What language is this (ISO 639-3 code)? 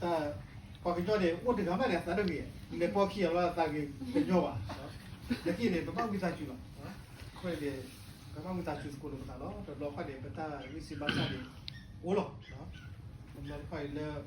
ksw